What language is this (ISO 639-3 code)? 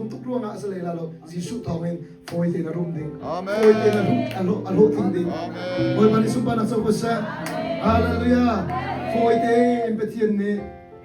cnh